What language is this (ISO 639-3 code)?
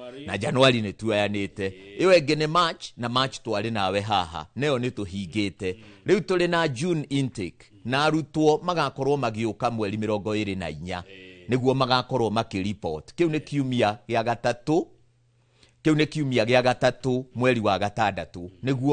kik